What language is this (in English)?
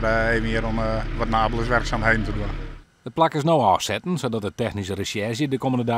Western Frisian